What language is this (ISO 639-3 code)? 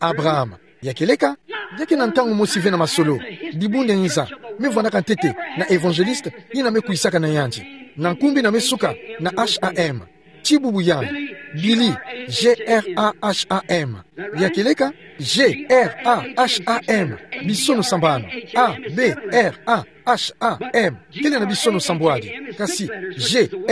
ktu